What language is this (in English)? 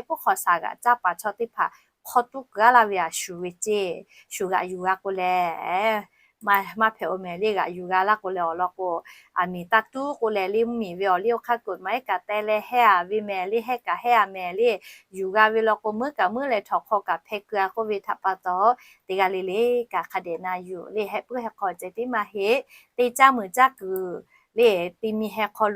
Lahu